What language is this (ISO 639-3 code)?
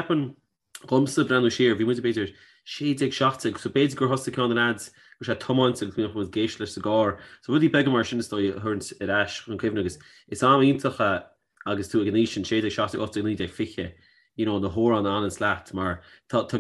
gle